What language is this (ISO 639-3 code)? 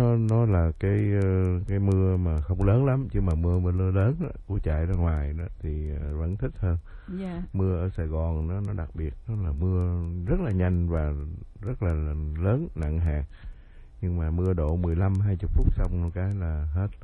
vie